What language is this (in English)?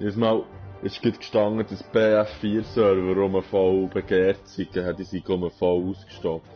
Swiss German